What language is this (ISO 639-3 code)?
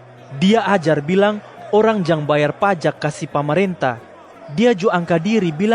mkn